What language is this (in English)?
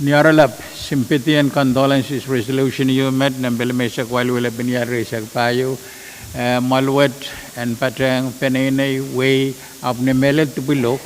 Pohnpeian